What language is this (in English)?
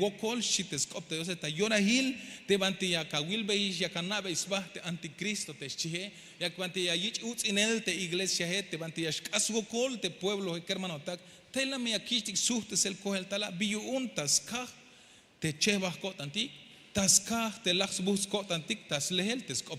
Tzeltal